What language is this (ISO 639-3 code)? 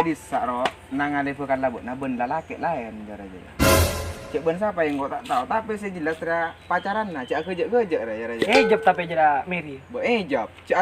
mad